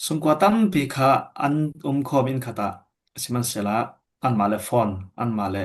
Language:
Falam Chin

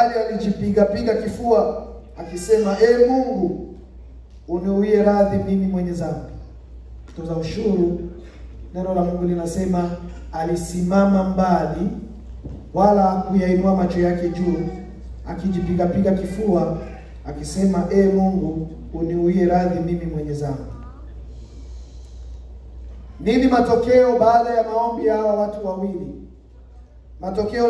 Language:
Swahili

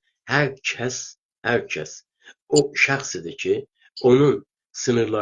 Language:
South Azerbaijani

